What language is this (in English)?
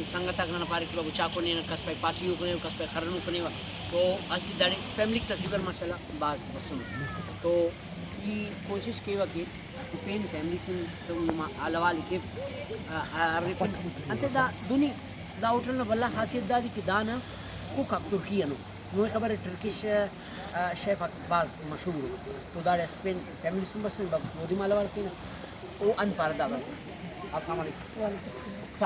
Brahui